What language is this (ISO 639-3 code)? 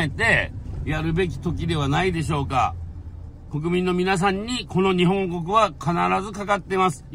jpn